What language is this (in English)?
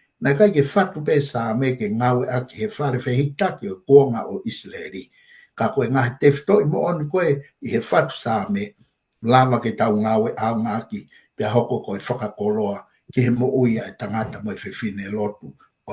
Tongan